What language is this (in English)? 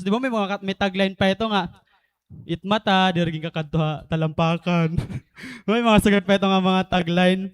Waray